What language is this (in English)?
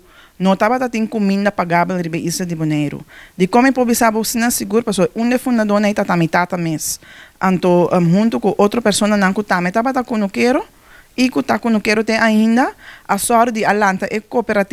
Papiamento